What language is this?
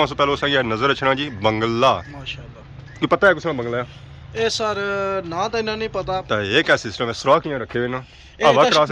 Pahari-Potwari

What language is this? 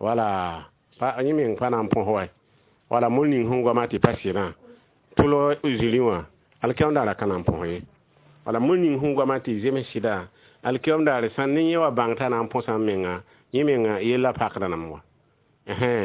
Mossi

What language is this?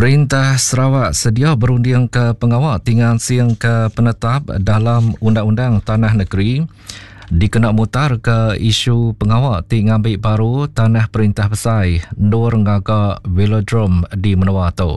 Iban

